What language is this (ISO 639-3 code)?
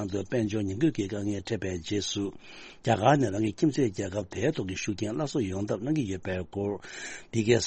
bod